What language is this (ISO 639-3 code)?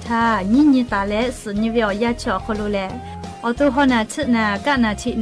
lhu